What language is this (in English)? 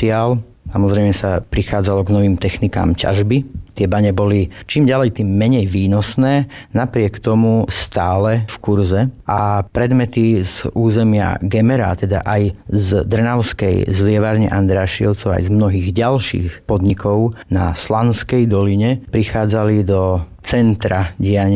Slovak